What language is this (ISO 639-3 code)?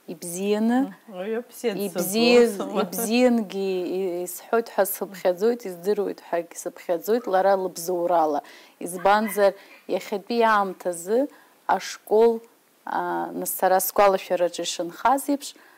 abk